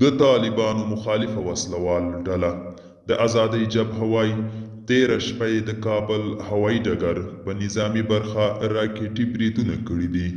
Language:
Pashto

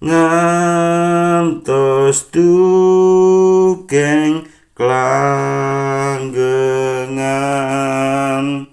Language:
Javanese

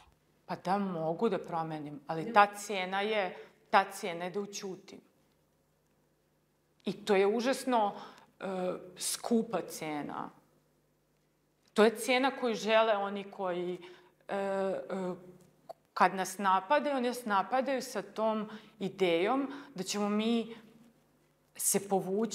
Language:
Serbian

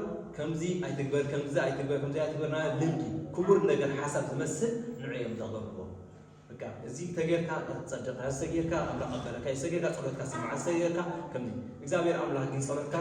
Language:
Tigrinya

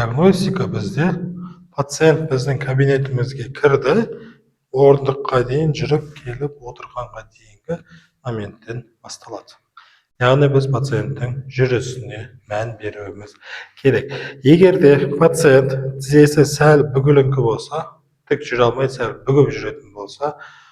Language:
Kazakh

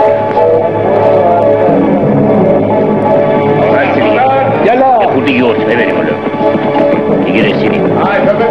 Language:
Persian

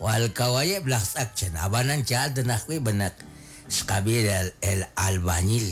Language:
Kekchí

